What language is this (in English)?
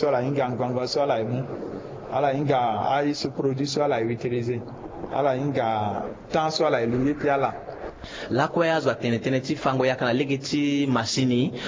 Sango